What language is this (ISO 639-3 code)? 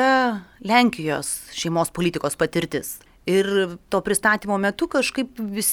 lit